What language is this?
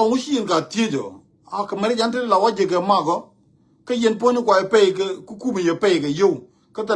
Nuer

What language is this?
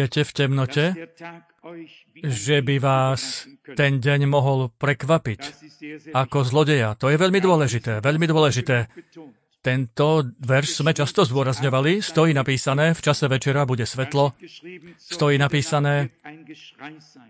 Slovak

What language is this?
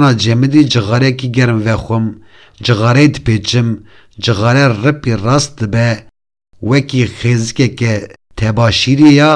Kurdish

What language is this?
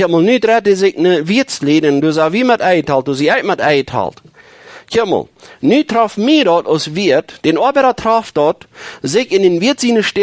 Plautdietsch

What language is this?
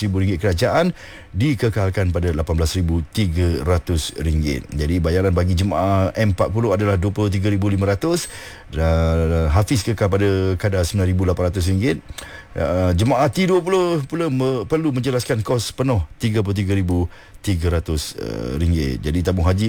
Malay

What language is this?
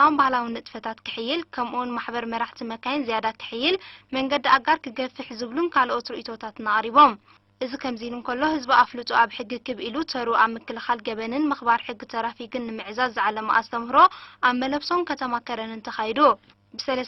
Tigrinya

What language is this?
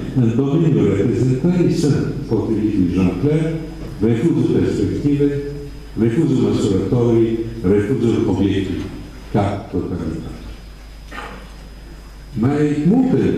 Romanian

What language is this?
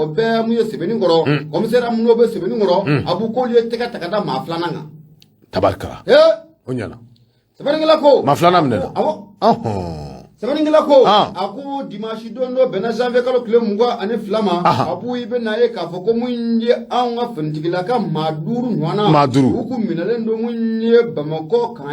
Bambara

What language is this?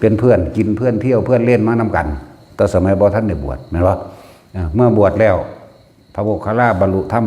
Northeastern Thai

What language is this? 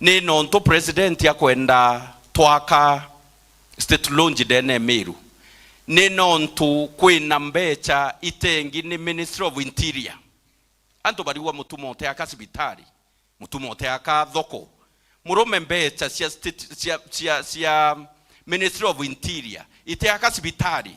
Meru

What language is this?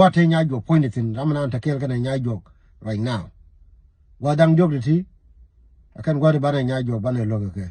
Nuer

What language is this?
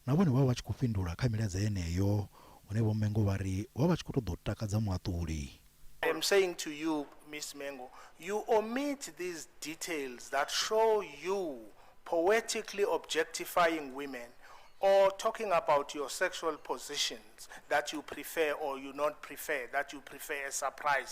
Venda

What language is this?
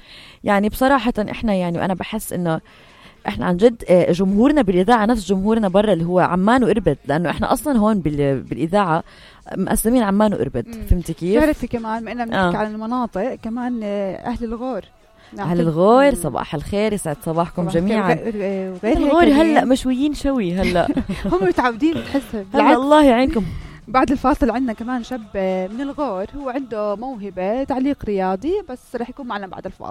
North Levantine Arabic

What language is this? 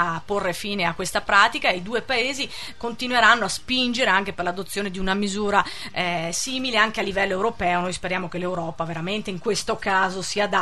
Italian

